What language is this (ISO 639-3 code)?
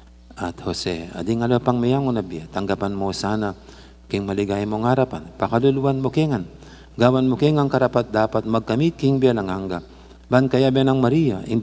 pam